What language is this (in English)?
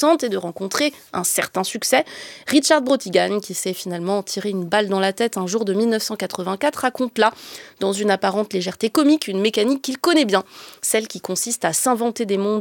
French